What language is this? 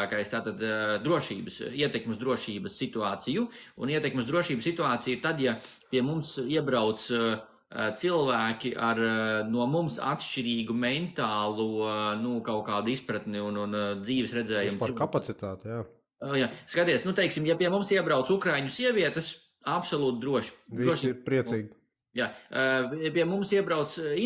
Latvian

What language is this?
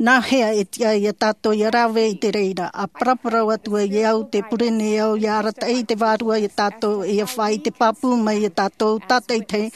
Tahitian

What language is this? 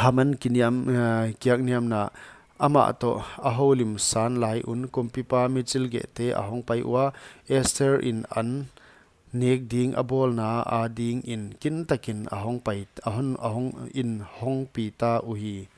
Paite Chin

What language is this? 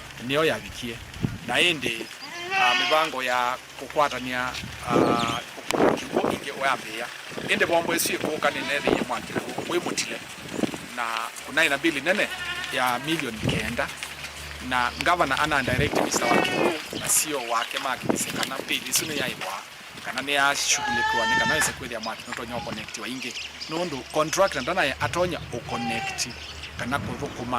Kamba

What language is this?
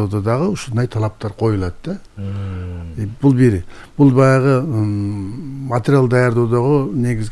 Kyrgyz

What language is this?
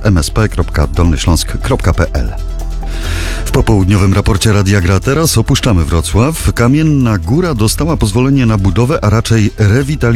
Polish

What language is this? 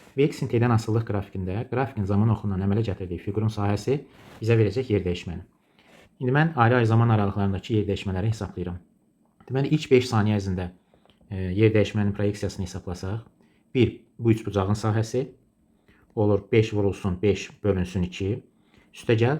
Azerbaijani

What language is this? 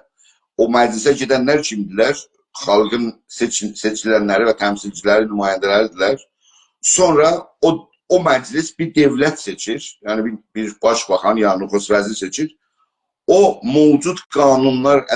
South Azerbaijani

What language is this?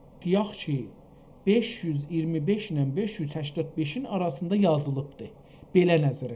South Azerbaijani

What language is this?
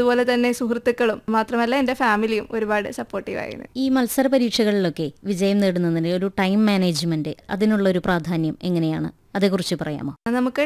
Malayalam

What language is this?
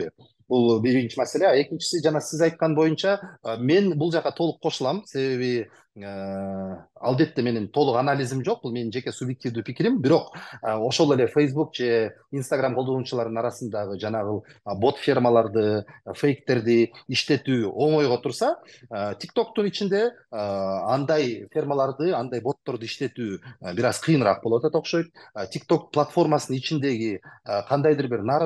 Kyrgyz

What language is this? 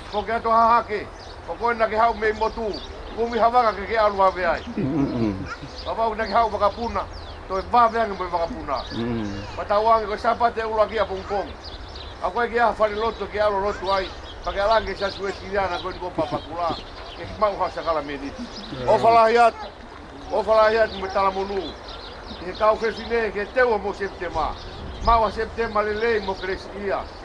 Tongan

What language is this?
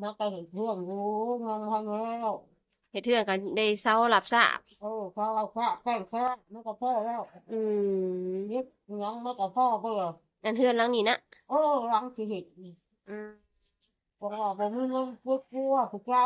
Northeastern Thai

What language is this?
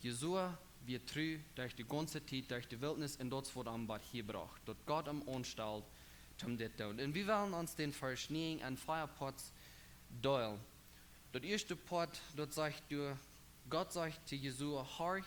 Plautdietsch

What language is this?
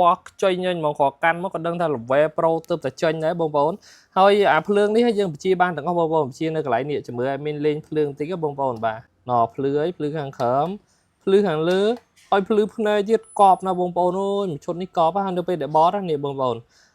Khmer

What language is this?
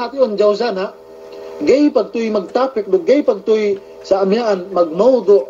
Yakan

